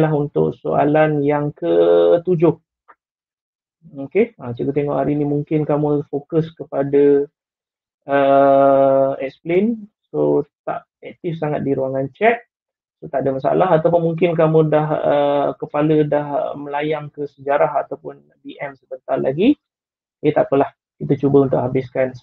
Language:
Malay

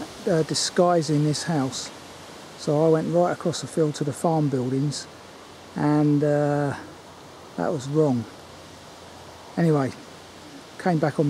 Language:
English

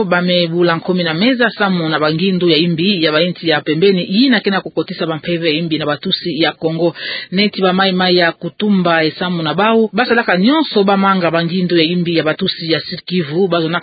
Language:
Kituba (Democratic Republic of Congo)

